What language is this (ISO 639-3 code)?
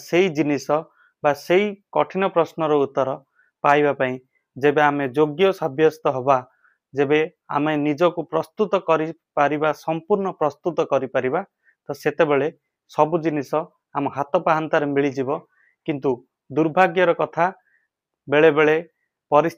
ori